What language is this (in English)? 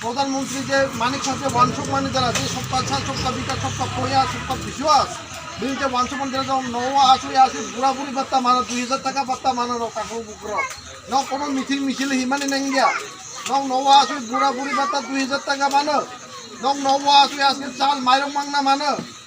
Kok Borok